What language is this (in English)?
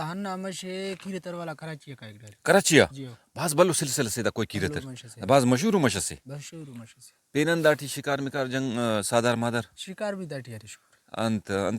Brahui